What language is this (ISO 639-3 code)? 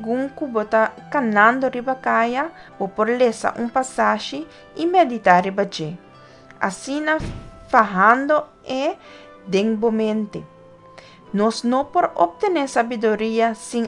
pap